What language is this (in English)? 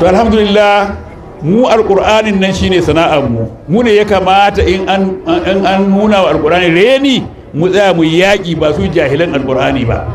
Hausa